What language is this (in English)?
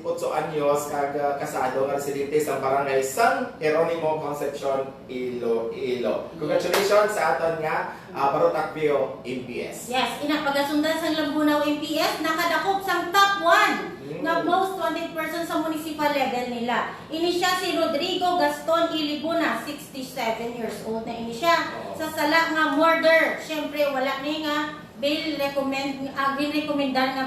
Hiligaynon